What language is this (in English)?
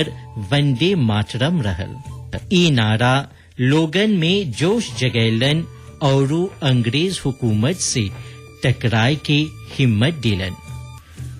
Bhojpuri